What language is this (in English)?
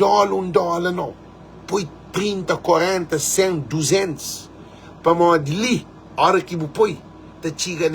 Kabuverdianu